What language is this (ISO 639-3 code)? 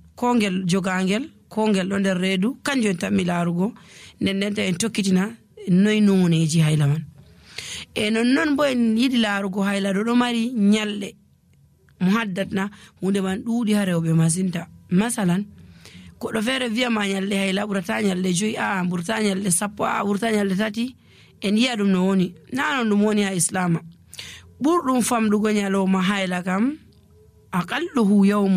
fuv